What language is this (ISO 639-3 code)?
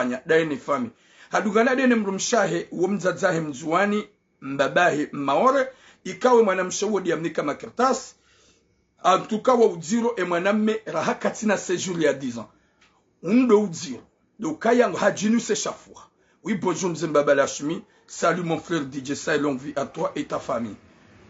zdj